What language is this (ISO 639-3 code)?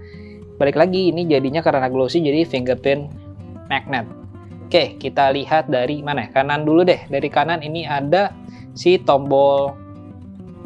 ind